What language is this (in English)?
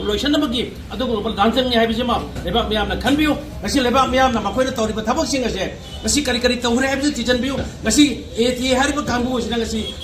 Manipuri